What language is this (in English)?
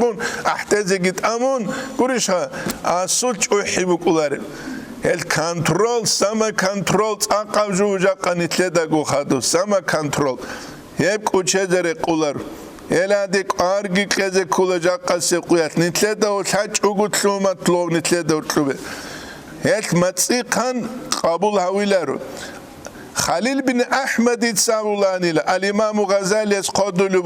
Avaric